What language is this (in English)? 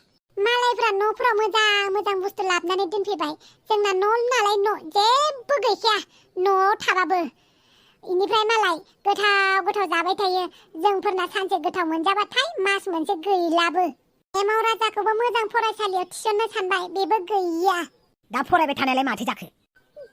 Bodo